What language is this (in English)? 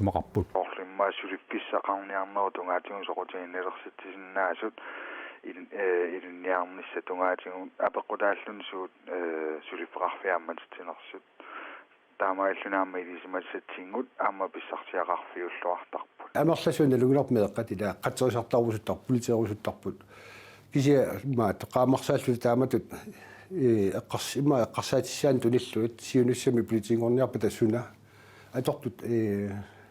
Kalaallisut